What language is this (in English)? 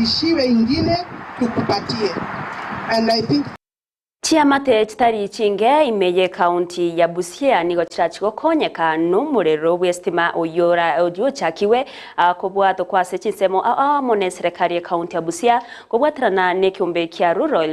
Gusii